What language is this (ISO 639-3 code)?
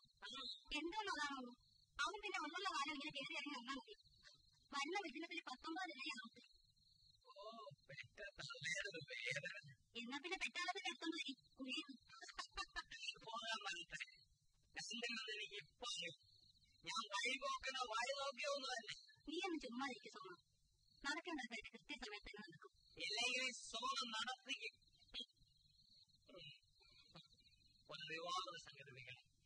mal